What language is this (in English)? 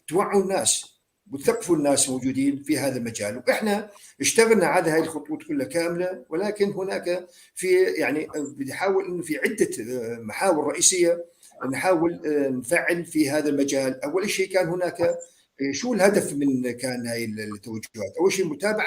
North Levantine Arabic